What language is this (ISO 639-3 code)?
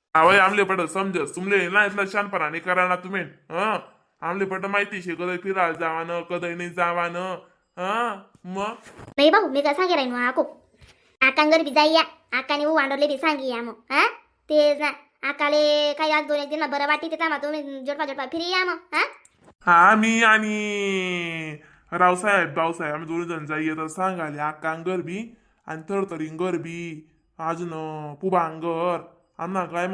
khn